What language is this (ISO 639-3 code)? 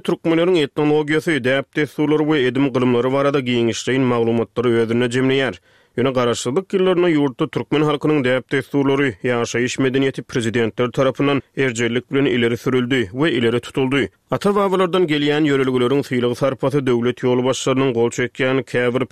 tuk